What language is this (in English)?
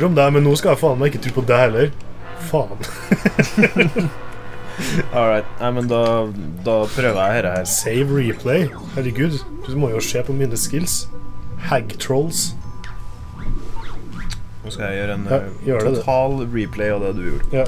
Norwegian